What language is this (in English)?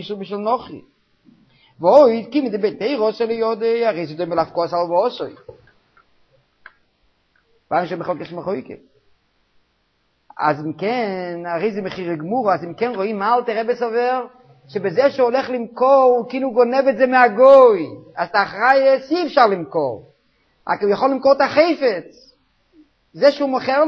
Hebrew